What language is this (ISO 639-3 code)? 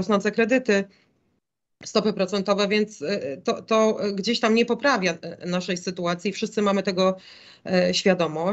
pol